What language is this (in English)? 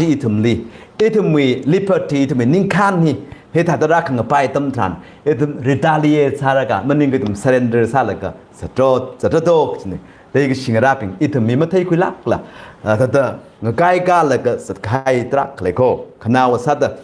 Tangkhul Naga (India)